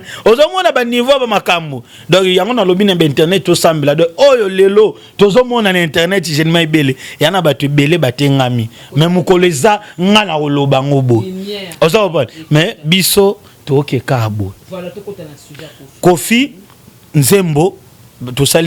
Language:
Lingala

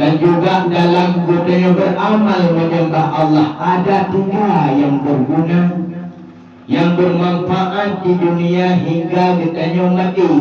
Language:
Achinese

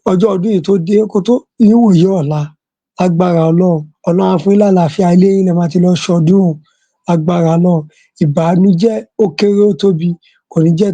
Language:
Yoruba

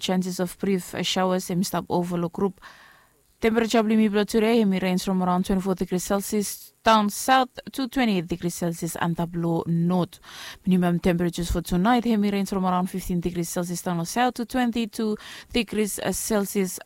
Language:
Bislama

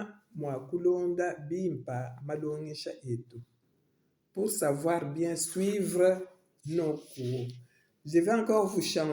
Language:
Luba-Lulua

